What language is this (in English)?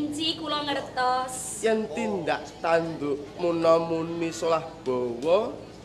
Javanese